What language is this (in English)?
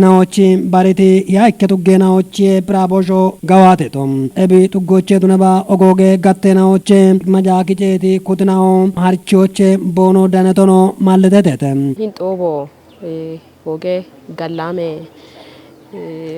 Kafa